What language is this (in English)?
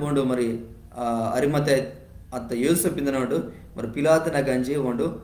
Koya